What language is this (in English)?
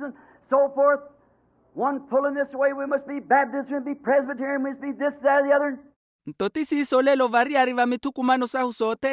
Makhuwa